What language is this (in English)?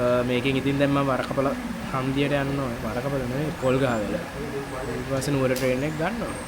Sinhala